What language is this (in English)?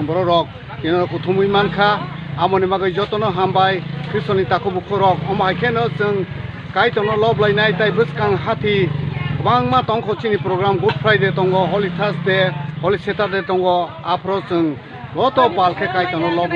Kok Borok